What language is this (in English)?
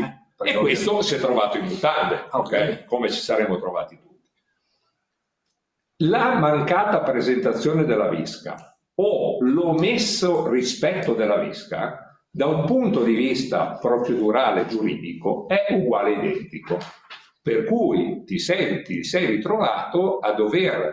Italian